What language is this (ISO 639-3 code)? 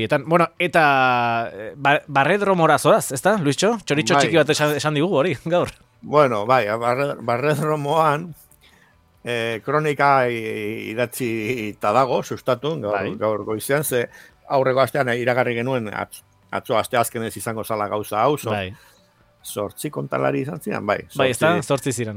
eus